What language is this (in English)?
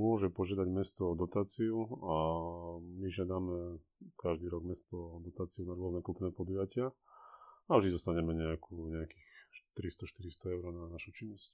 Slovak